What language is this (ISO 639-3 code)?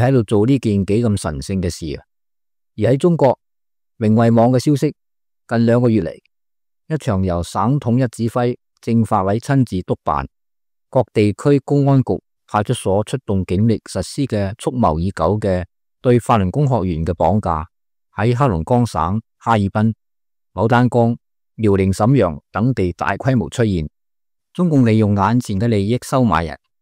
yue